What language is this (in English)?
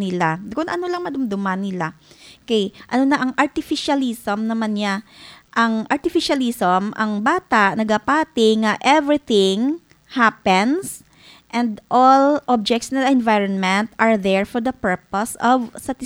Hiligaynon